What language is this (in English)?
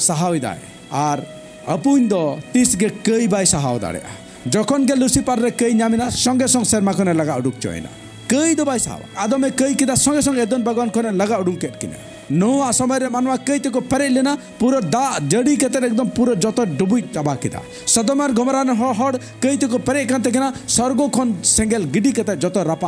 Santali